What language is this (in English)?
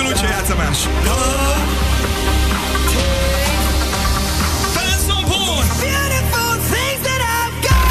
Hungarian